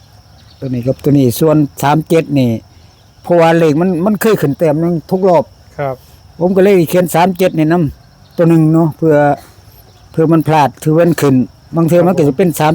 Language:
Northeastern Thai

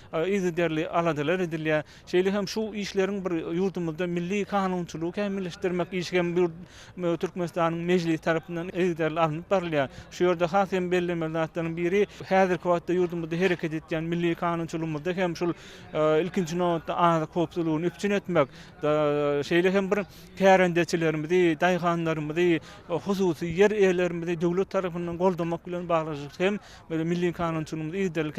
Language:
Turkmen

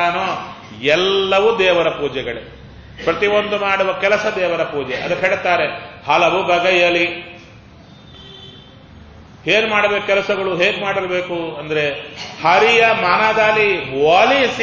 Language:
Kannada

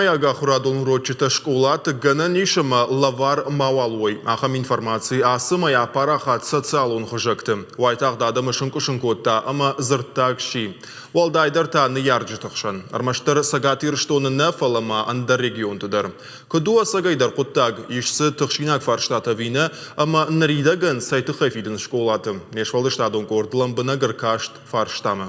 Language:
Ossetic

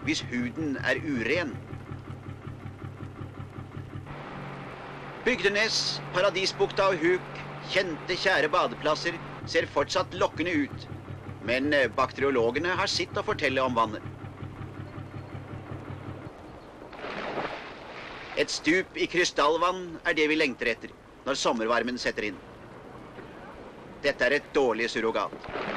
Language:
Norwegian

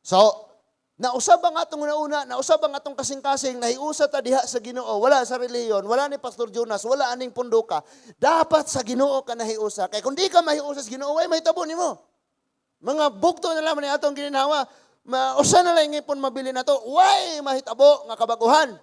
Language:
Cebuano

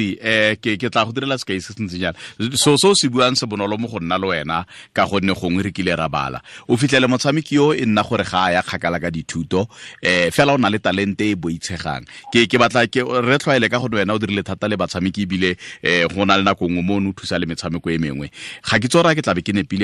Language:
Tswana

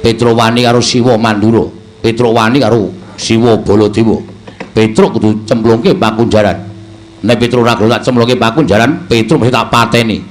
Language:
Javanese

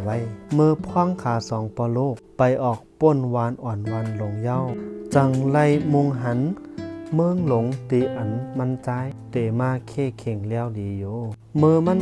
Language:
Shan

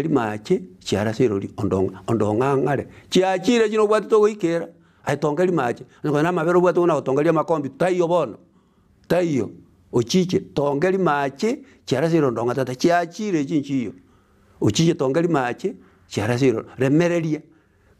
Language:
Gusii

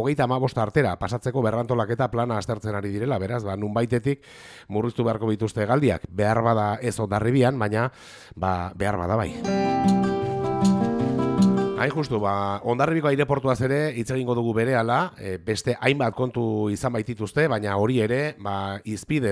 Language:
Basque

